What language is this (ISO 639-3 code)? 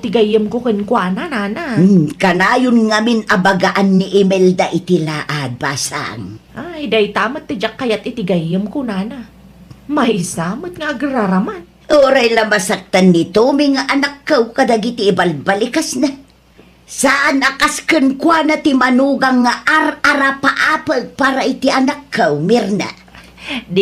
ilo